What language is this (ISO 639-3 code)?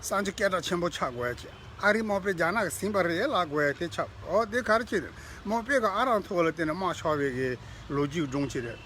bod